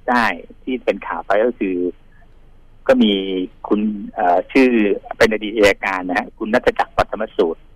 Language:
Thai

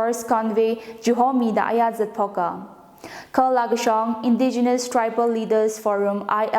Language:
Tangkhul Naga (India)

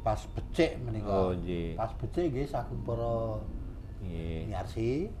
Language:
Javanese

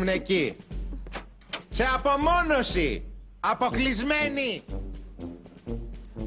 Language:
Greek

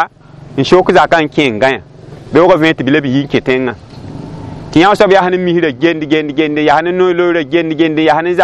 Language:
Mossi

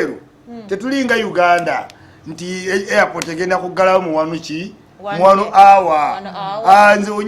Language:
Ganda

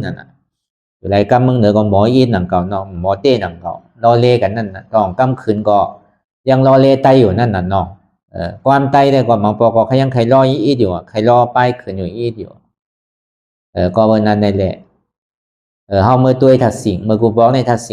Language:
Shan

